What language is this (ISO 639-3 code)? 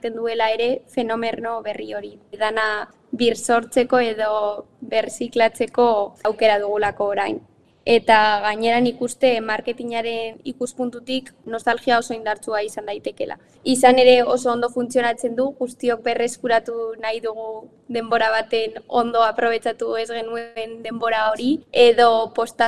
eus